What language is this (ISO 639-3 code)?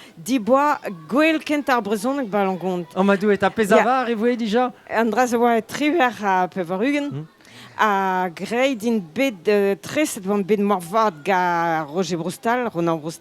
bre